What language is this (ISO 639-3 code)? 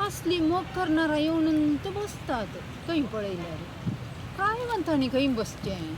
kok